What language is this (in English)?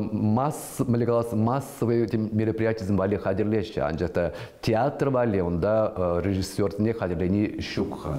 Chuvash